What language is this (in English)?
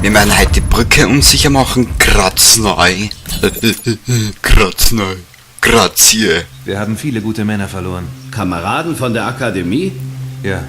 Bavarian